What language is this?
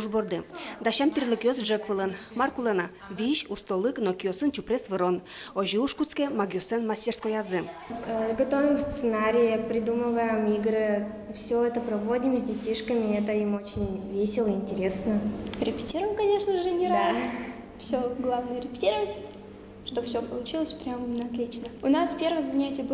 Udmurt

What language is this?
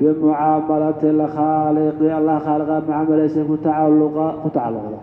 Somali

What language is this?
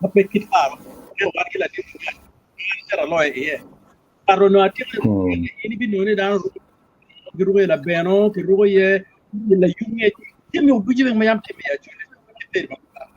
Acoli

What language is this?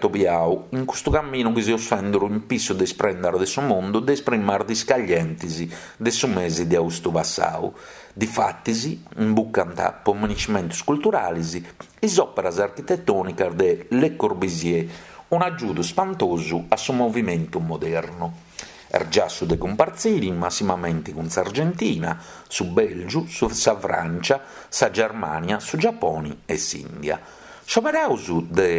Sardinian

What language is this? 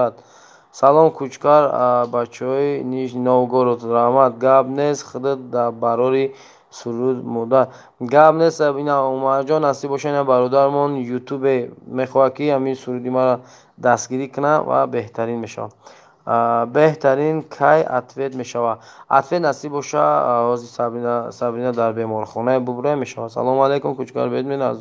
Tajik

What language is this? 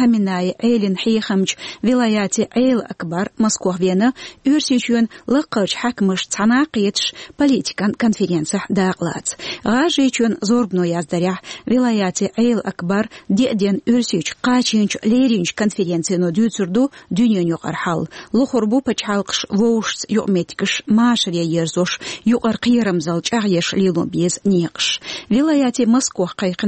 Chechen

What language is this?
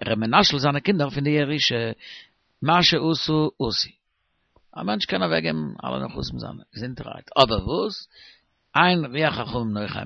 Yiddish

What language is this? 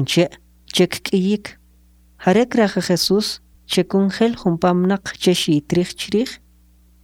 Kʼicheʼ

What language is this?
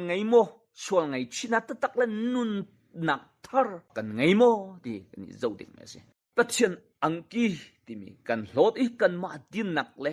Hakha Chin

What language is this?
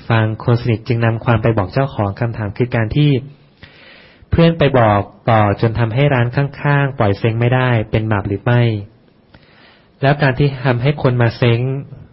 Thai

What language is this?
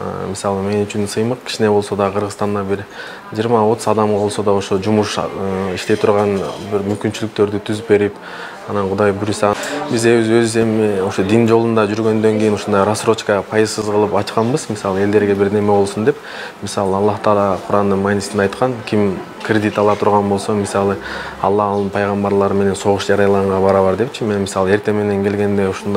Kyrgyz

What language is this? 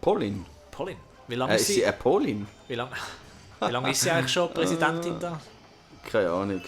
Swiss German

